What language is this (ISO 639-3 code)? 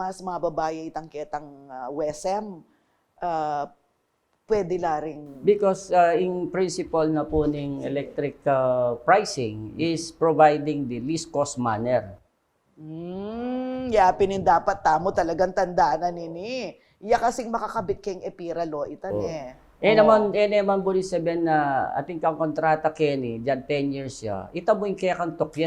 pam